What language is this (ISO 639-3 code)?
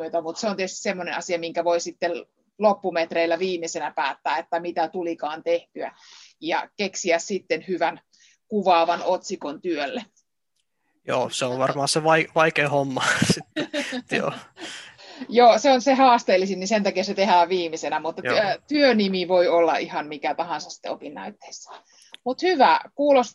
fin